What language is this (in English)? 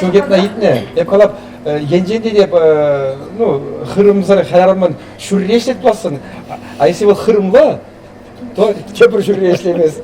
Chuvash